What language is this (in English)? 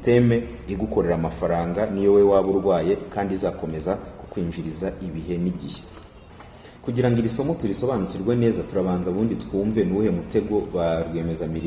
Kinyarwanda